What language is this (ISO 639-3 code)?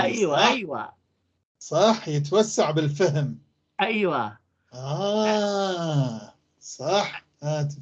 apc